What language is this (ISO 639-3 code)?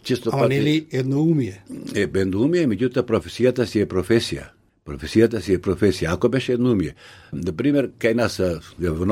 mkd